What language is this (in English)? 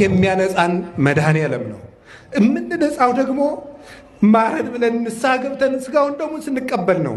Amharic